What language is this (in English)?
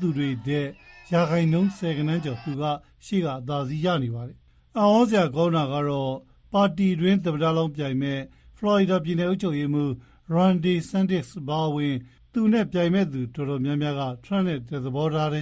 Burmese